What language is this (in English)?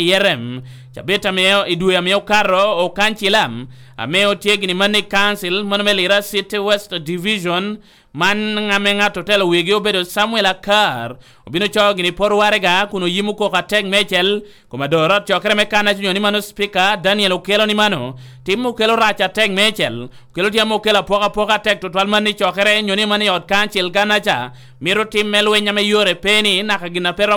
Lango (Uganda)